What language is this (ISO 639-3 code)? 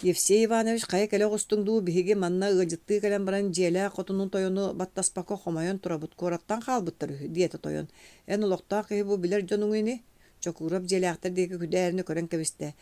sah